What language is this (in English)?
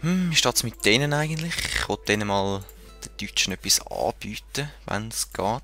Swiss German